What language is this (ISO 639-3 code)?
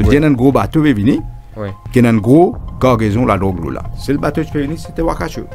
mfe